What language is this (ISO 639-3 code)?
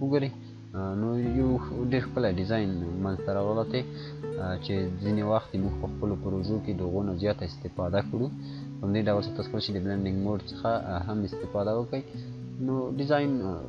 pus